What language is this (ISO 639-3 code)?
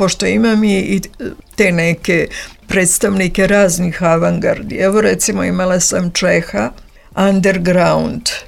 srp